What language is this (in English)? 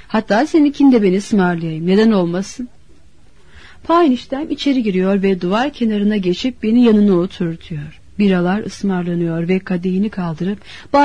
Turkish